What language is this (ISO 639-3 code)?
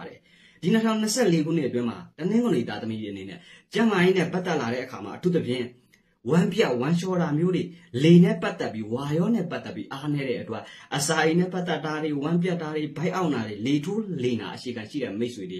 mya